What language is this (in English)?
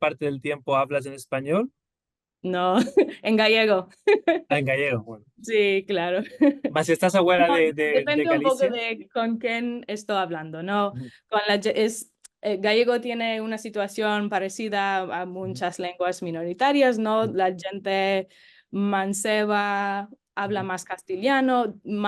Ladino